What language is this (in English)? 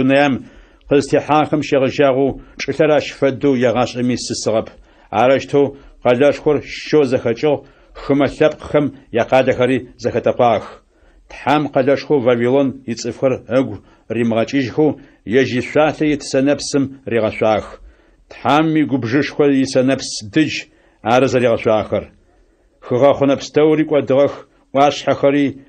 Adyghe